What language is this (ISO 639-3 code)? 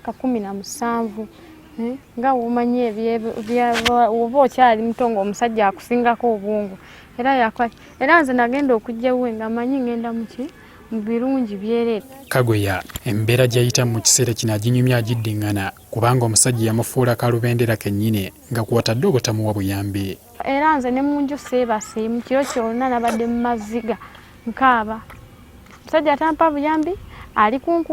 lug